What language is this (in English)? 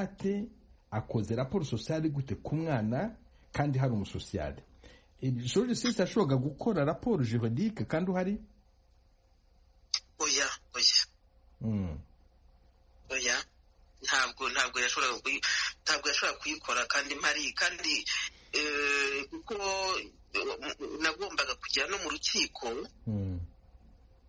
Kinyarwanda